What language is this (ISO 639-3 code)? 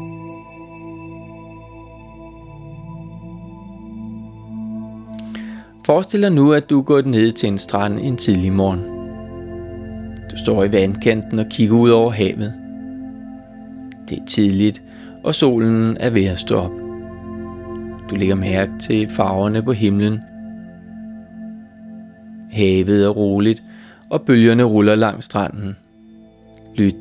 dan